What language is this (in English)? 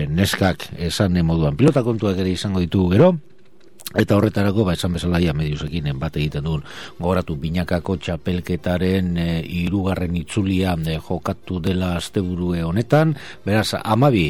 Basque